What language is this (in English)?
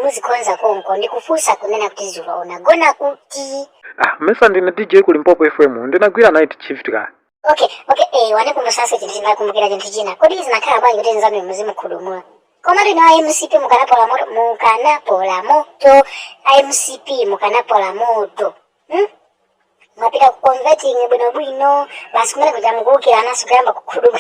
Nyanja